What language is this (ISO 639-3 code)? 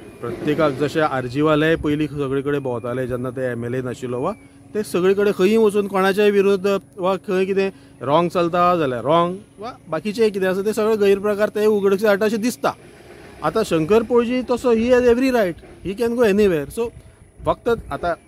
kok